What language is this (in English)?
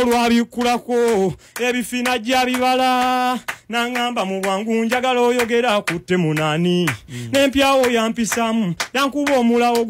Ganda